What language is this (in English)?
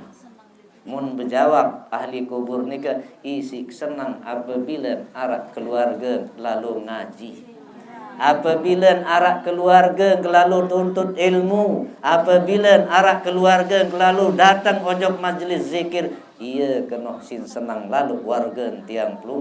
Sasak